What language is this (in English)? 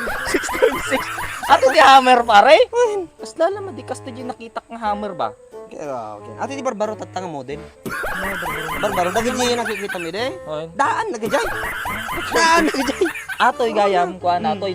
Iloko